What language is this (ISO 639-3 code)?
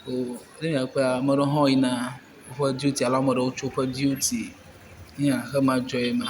ewe